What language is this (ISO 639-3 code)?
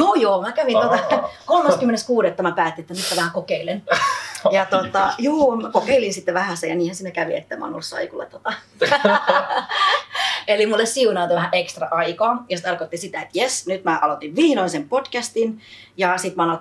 fin